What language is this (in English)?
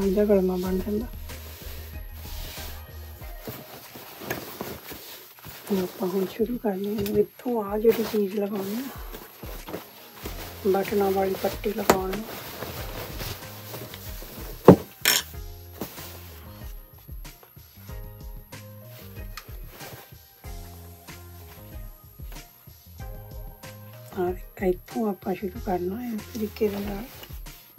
Punjabi